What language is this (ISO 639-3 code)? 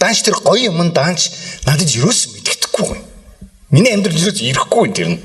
mon